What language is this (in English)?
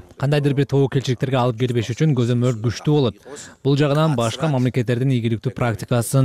Kyrgyz